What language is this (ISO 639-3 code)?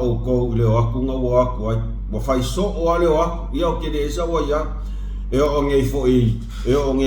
smo